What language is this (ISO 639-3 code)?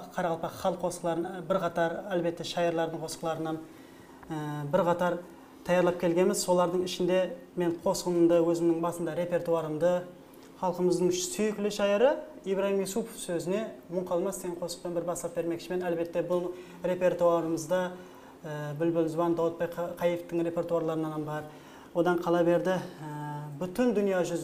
kaa